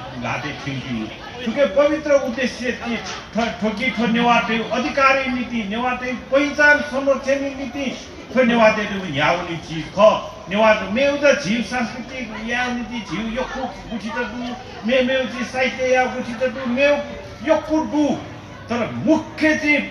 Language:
Newari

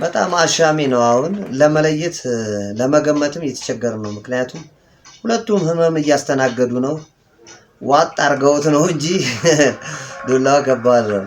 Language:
Amharic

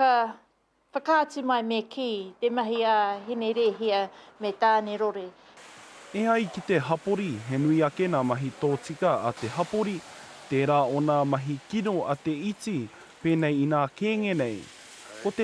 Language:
Māori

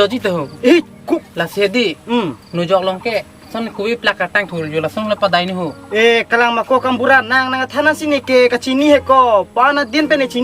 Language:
Karbi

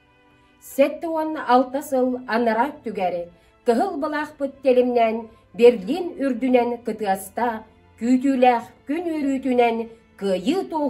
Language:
Yakut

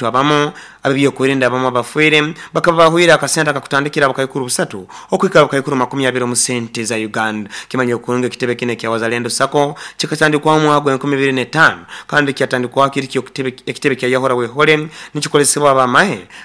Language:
Nyoro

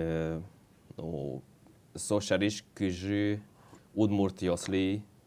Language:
Udmurt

